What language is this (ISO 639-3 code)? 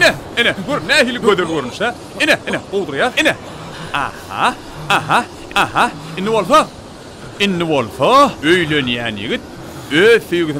tuk